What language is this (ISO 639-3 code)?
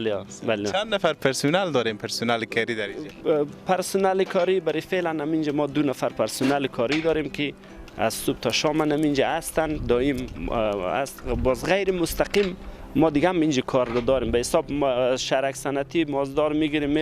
fas